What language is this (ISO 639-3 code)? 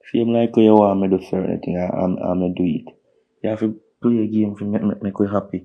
jam